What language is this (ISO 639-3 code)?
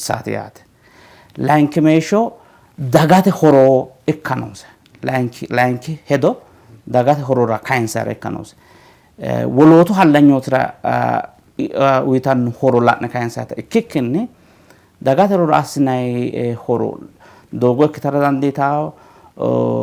sid